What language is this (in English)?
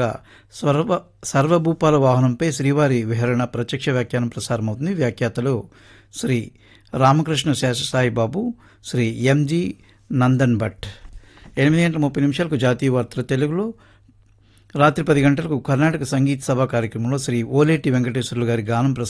Telugu